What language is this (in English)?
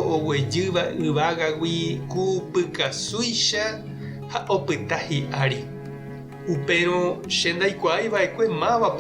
Guarani